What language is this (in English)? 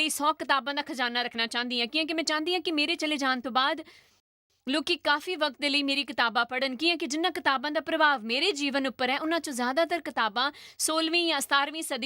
Dogri